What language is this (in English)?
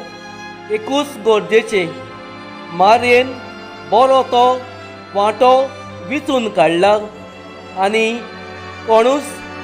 Konkani